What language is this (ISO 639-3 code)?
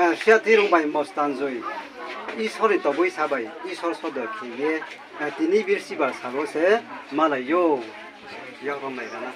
ria